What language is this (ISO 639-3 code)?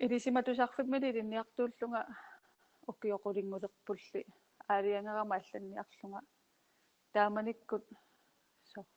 kal